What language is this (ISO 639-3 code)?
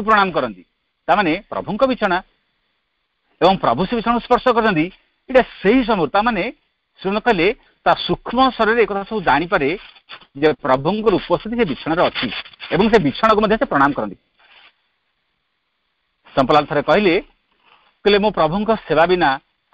ori